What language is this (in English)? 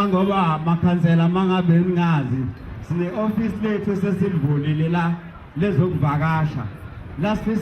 Zulu